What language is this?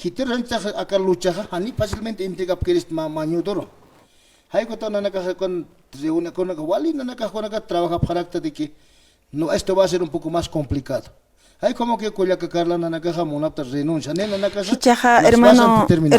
Aymara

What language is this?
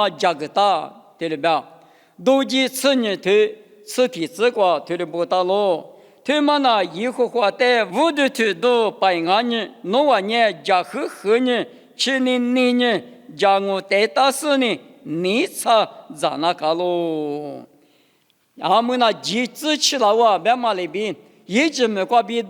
Lisu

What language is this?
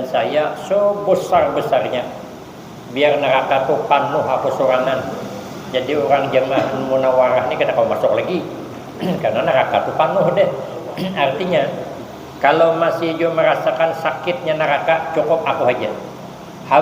Banjar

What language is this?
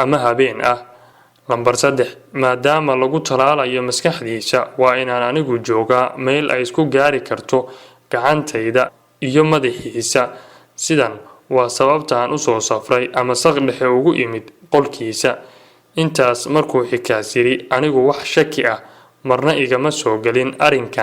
Somali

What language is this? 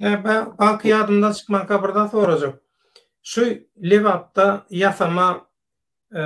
Turkmen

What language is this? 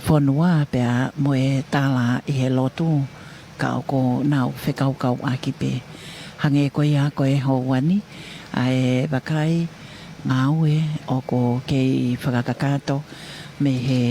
Tongan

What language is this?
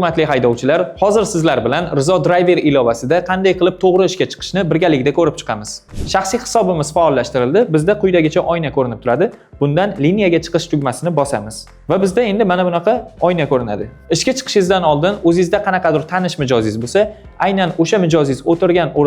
Uzbek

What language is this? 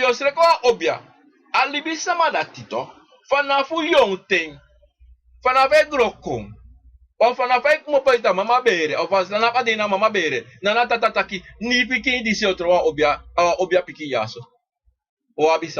Sranan Tongo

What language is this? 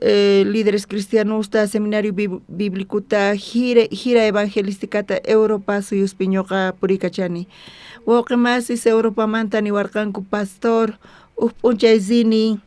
South Bolivian Quechua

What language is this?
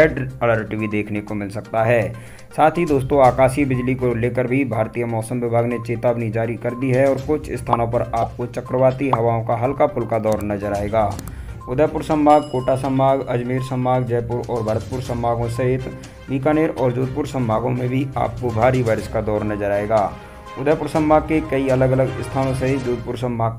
Hindi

